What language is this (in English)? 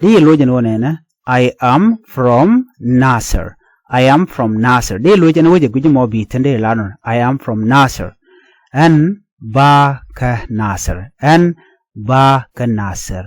Nuer